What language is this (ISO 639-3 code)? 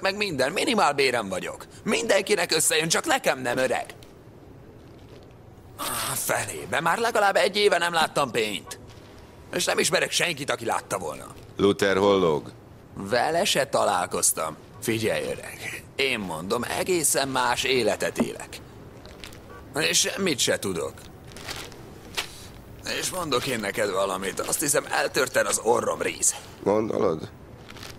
hun